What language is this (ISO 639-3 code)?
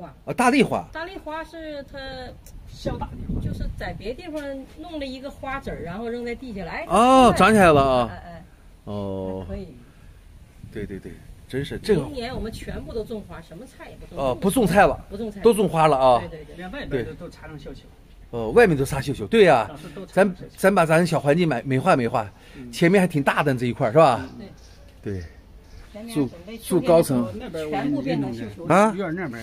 zho